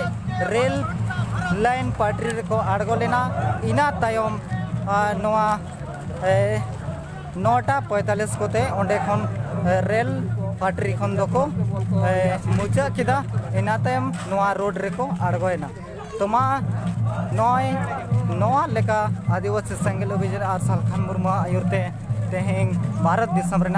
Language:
Santali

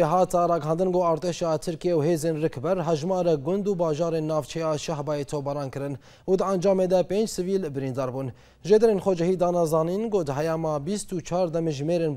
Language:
Kurdish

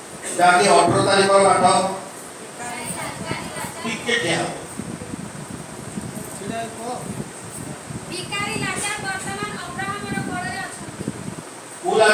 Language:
Odia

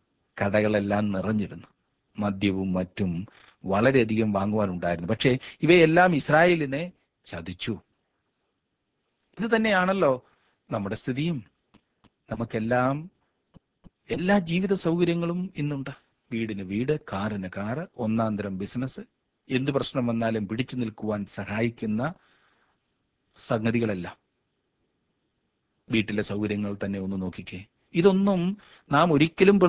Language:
Malayalam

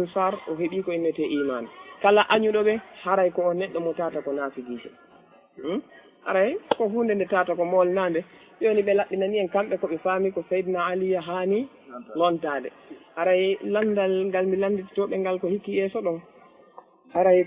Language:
Fula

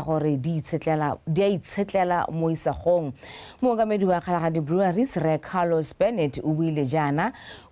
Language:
Tswana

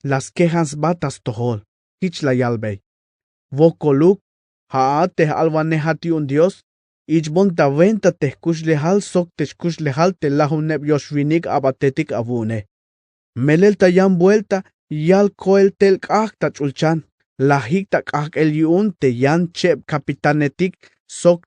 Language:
Tzeltal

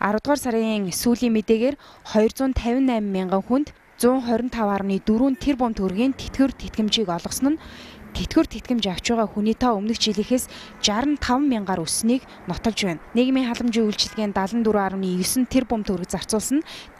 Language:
Mongolian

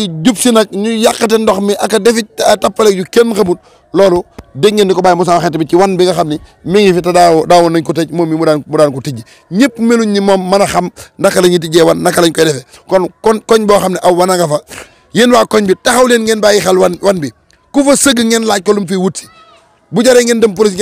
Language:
Wolof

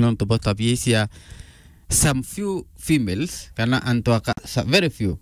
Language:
Meru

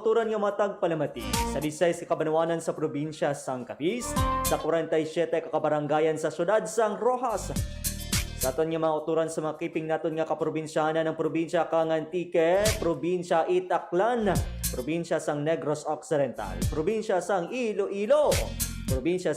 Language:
Hiligaynon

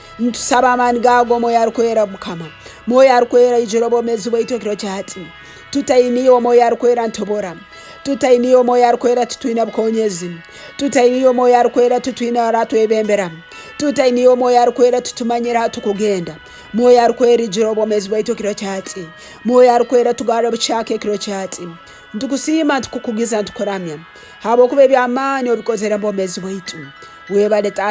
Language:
Tooro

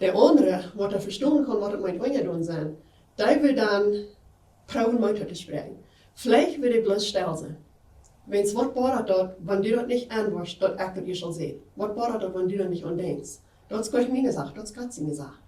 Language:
Plautdietsch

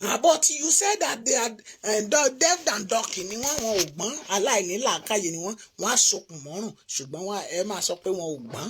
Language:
Yoruba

